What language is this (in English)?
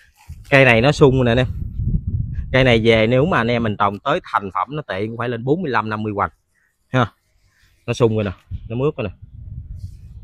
Vietnamese